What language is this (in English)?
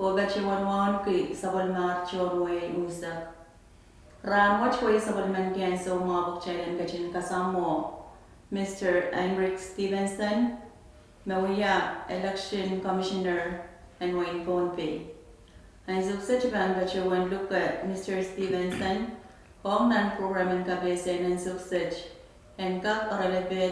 Pohnpeian